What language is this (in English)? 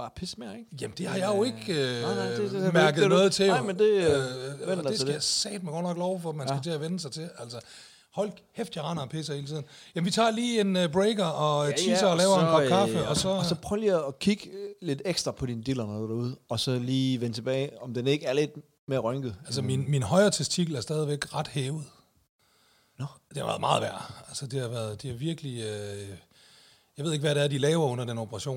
Danish